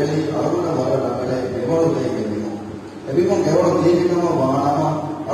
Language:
Divehi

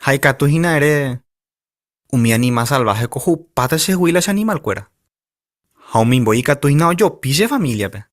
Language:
Guarani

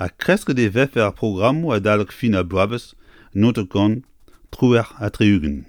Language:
Breton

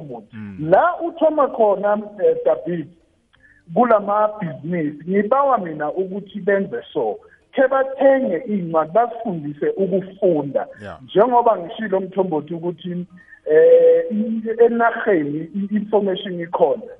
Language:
South Ndebele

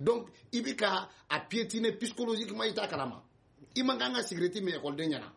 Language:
Bambara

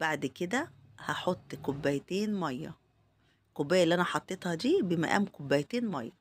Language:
Egyptian Arabic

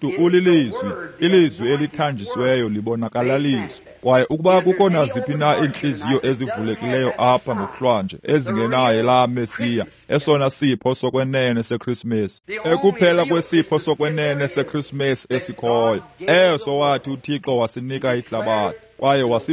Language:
Xhosa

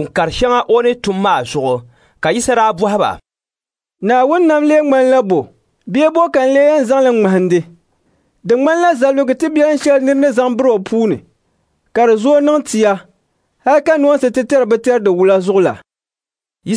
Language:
Dagbani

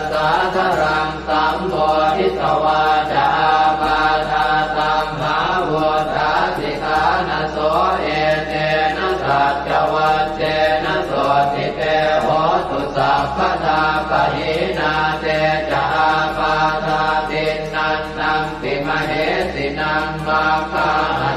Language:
Pali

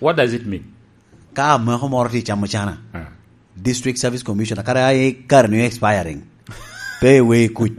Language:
Lango (Uganda)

